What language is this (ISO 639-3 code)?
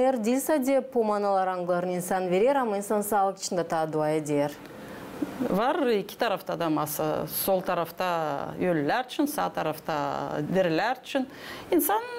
gag